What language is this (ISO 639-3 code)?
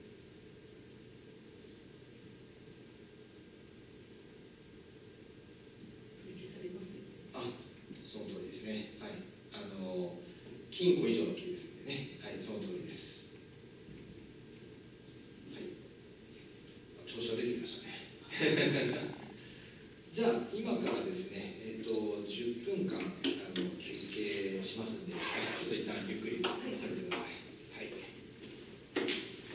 jpn